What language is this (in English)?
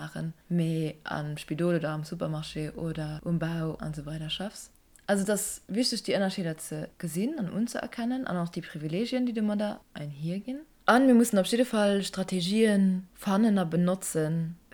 Luxembourgish